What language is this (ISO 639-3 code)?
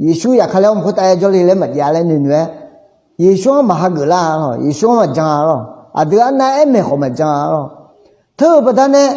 ahk